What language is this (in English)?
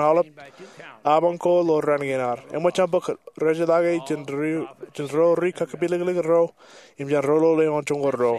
Marshallese